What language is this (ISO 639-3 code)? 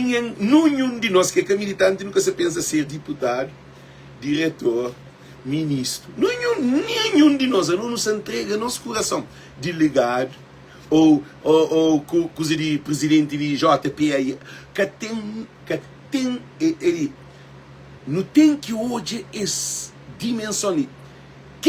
kea